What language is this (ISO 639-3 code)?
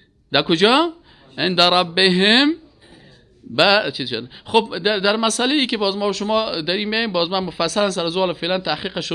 fas